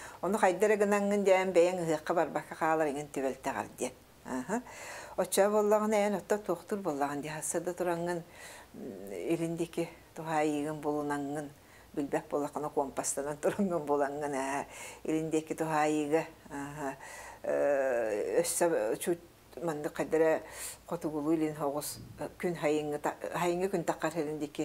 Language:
Yakut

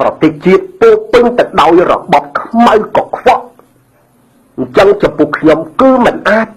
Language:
Khmer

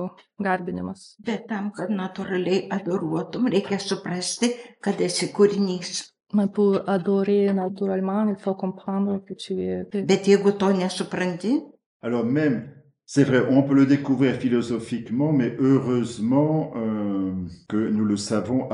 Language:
Lithuanian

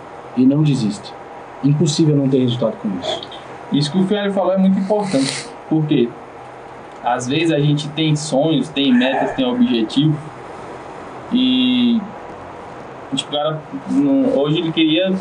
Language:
Portuguese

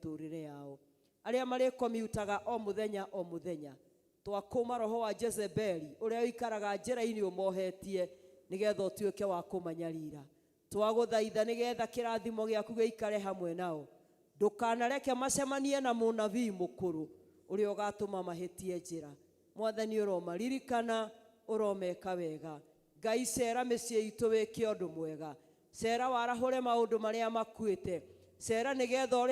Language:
Kikuyu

